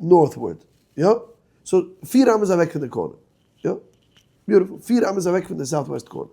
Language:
Yiddish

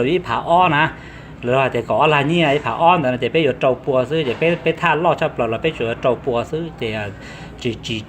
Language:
Hmong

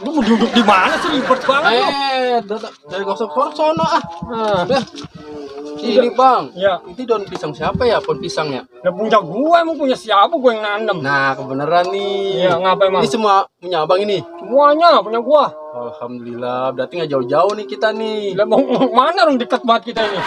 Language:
Betawi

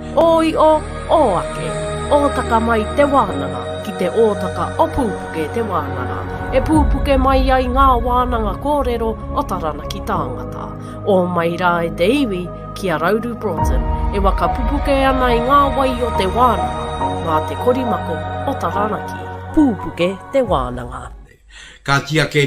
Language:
Māori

